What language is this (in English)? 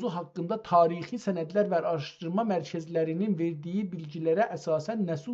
South Azerbaijani